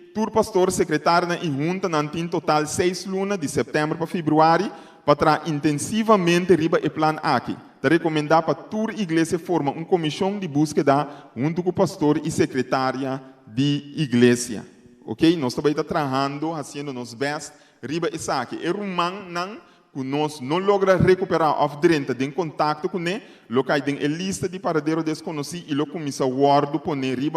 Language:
Papiamento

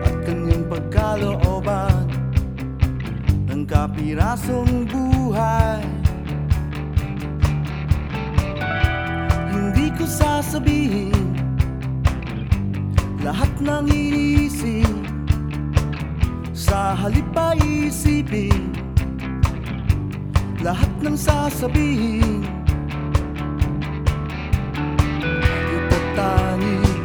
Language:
Filipino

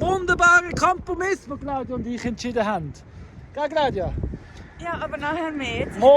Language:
Swiss German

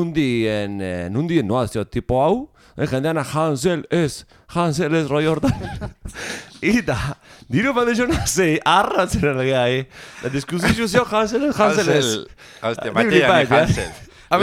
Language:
Basque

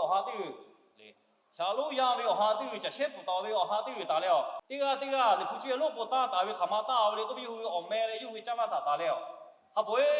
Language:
Lahu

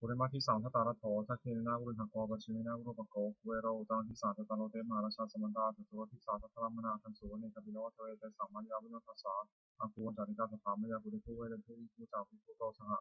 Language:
Pali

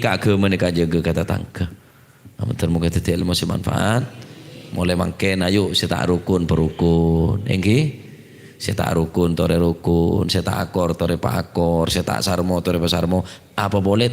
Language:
Madurese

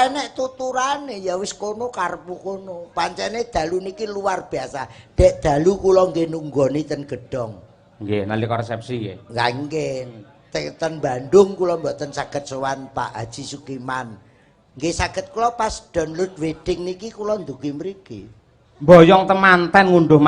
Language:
Javanese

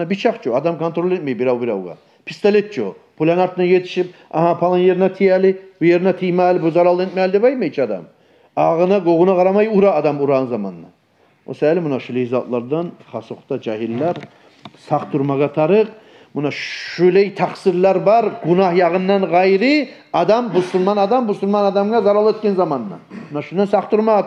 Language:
Kumyk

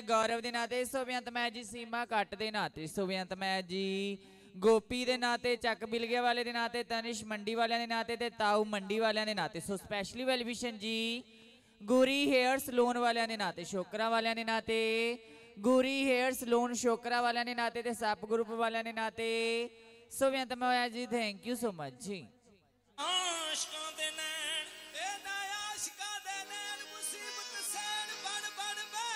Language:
Punjabi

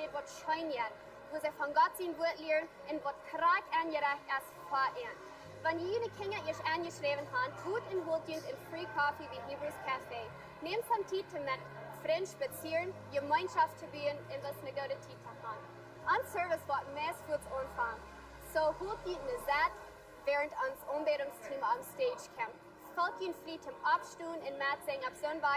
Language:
Plautdietsch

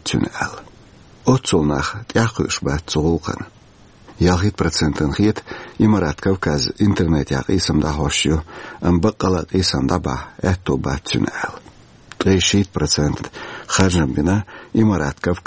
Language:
Chechen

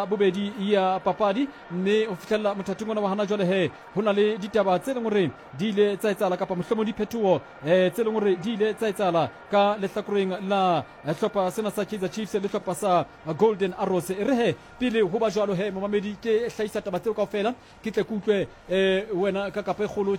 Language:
Southern Sotho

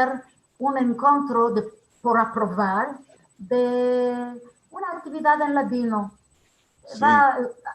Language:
Ladino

